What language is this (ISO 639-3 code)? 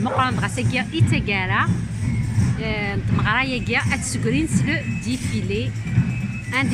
kab